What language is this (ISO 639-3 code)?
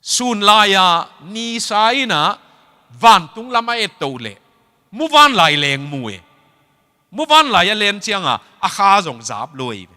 ctd